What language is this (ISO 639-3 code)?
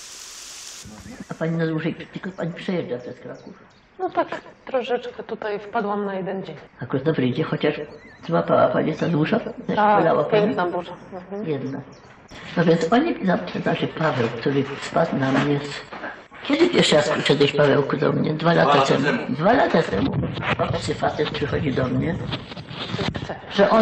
pol